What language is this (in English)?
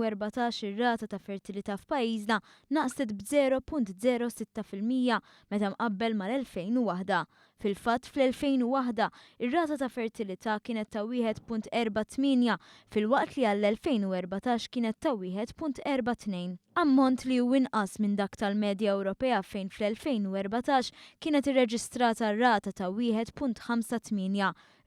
Maltese